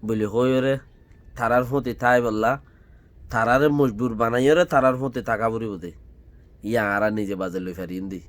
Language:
Rohingya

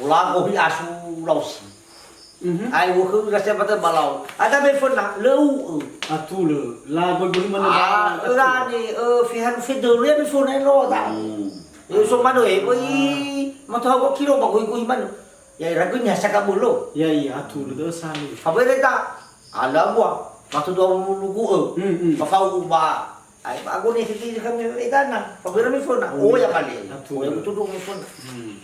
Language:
Nias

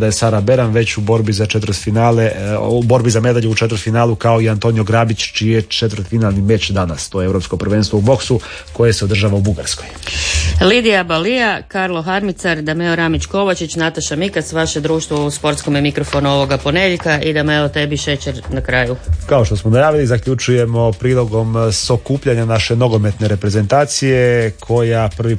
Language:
Croatian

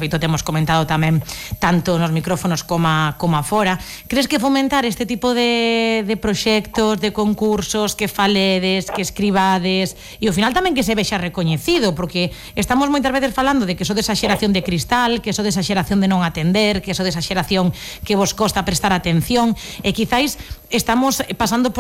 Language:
Galician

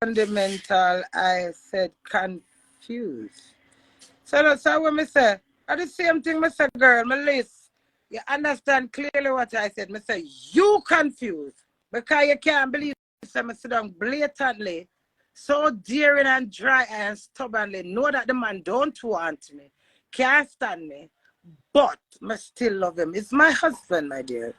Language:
Jamaican Creole English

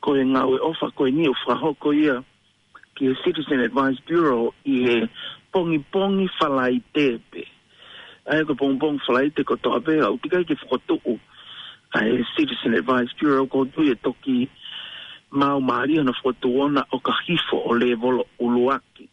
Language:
Tongan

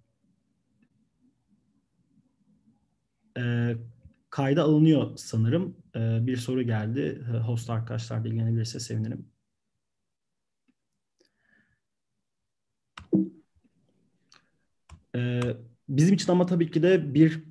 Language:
Turkish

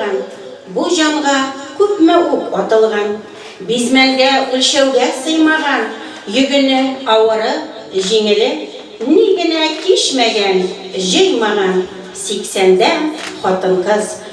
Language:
Bashkir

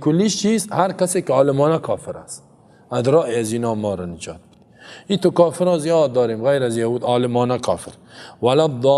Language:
Persian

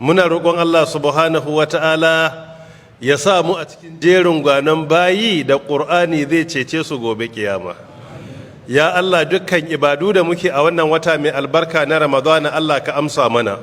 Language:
Hausa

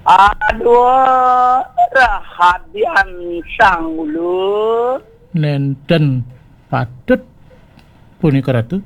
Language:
Balinese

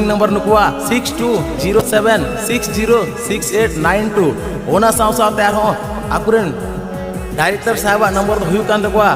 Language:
Santali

